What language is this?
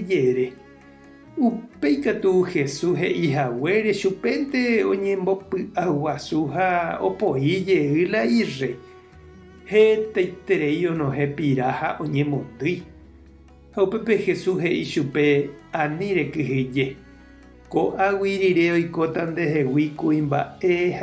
Guarani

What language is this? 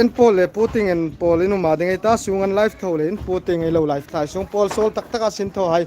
Hmar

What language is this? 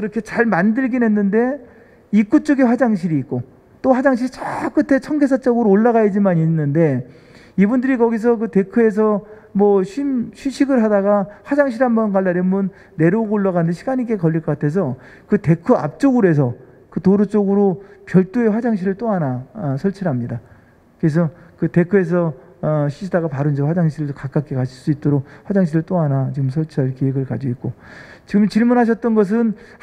Korean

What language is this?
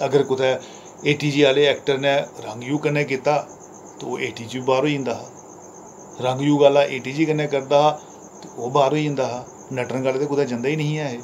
Dogri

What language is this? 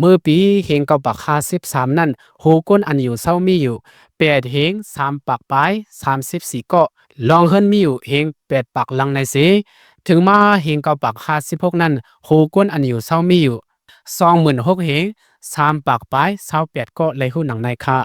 Shan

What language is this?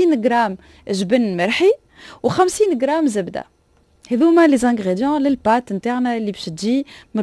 Tunisian Arabic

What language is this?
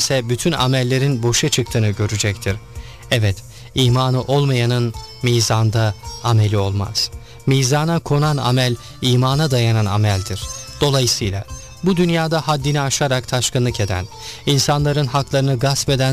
Turkish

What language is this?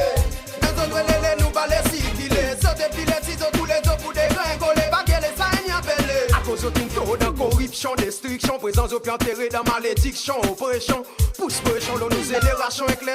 Seselwa Creole French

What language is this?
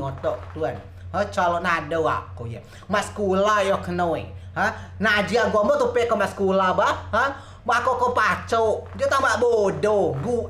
Rejang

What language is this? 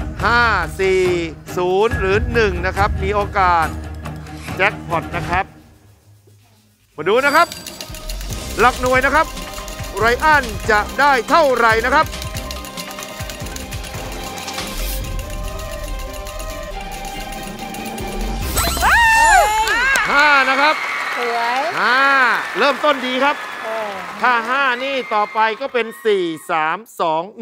Thai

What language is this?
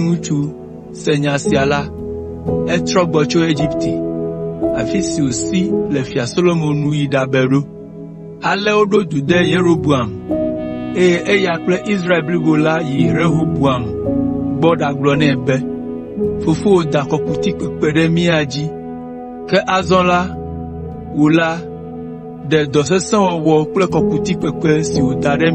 Ewe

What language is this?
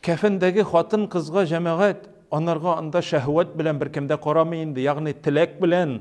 Tatar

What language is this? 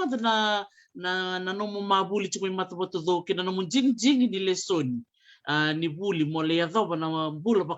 Fijian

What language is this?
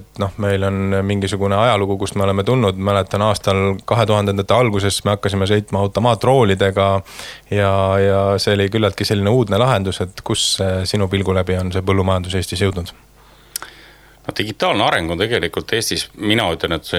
Estonian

